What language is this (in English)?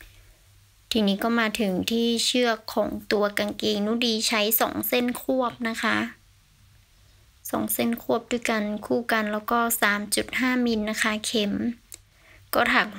Thai